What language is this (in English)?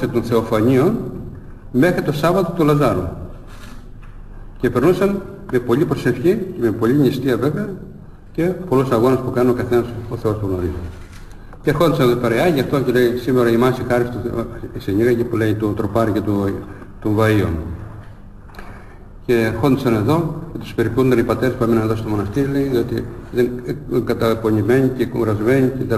Greek